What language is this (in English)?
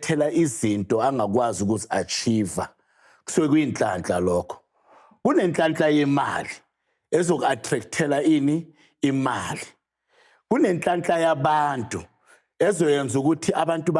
Zulu